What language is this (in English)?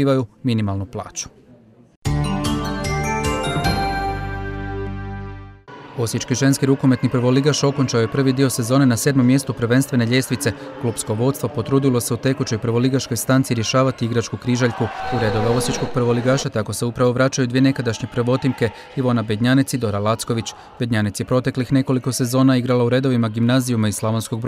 Croatian